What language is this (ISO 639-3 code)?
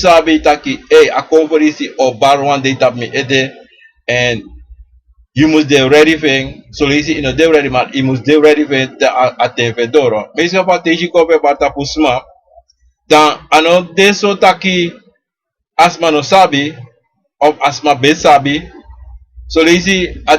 srn